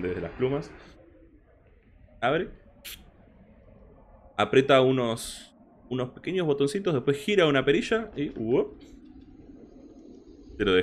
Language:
Spanish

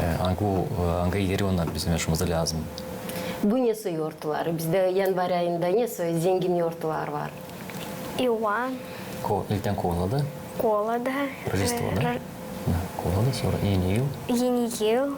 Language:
Gagauz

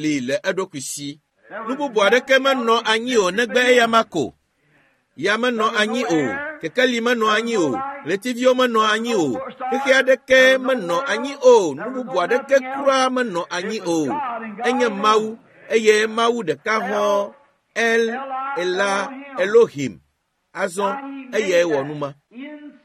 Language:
Ewe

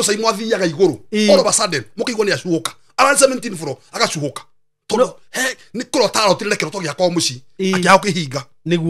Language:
Kikuyu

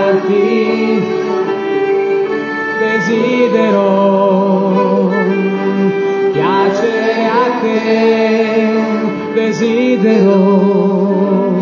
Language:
Italian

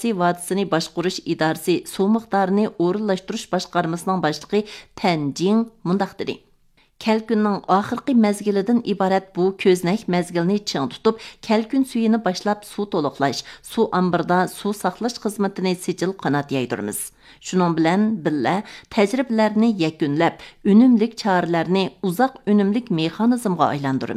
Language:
Uyghur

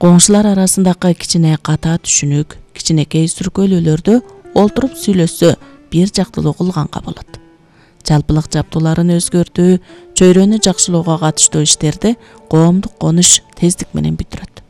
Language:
Kyrgyz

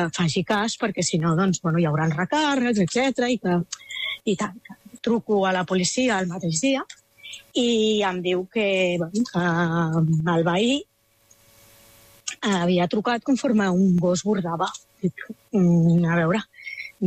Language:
Catalan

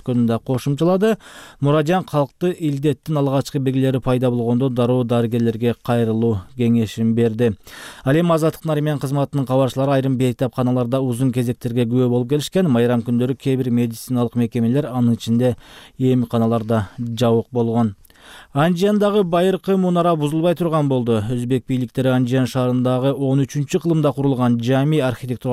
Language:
Kyrgyz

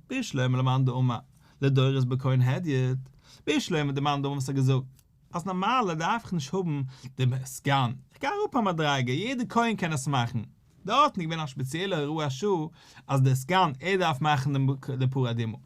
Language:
Yiddish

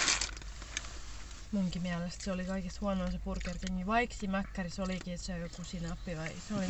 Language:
Finnish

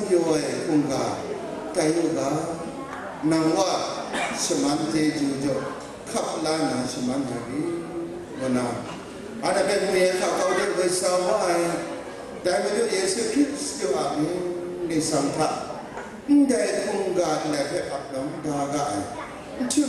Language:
Kachin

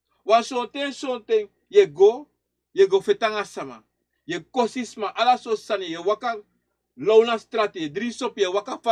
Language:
Sranan Tongo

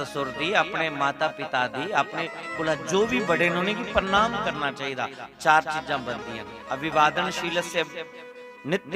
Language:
Dogri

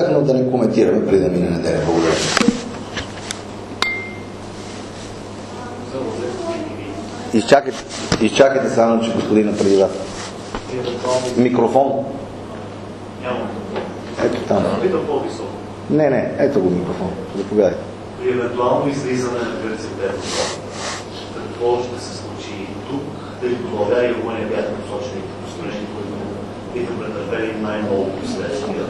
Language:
Bulgarian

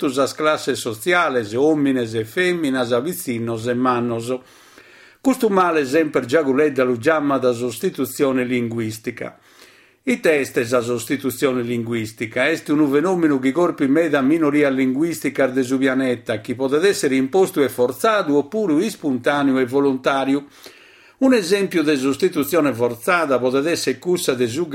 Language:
Sardinian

